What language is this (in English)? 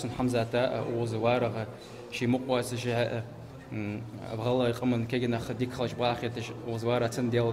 Ingush